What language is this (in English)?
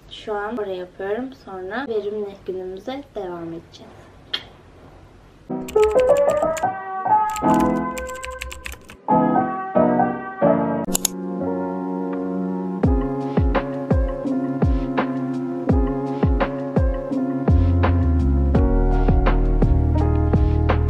Turkish